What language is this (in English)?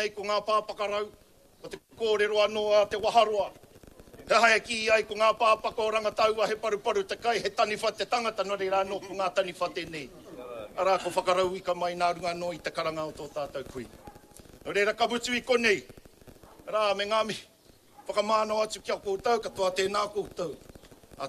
Māori